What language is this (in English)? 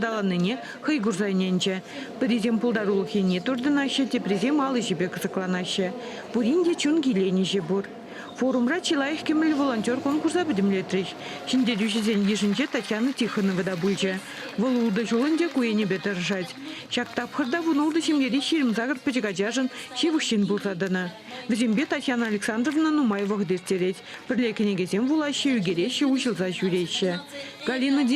Chuvash